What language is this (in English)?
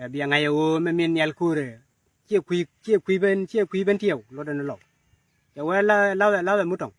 Nuer